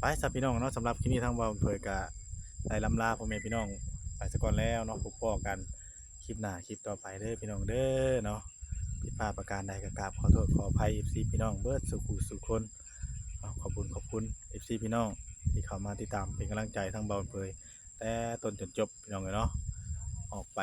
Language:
Northeastern Thai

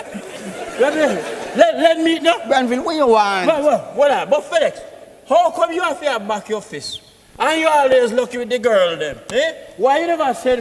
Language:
Jamaican Creole English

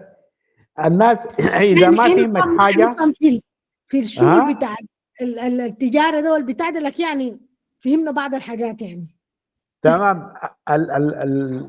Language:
Sudanese Arabic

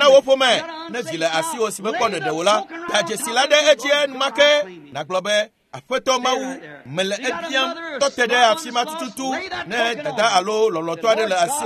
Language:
Ewe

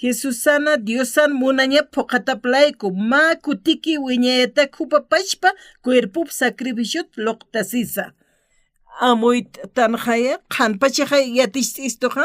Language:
Aymara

